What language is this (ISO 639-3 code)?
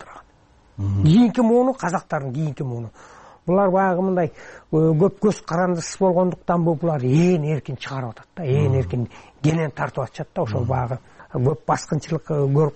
kir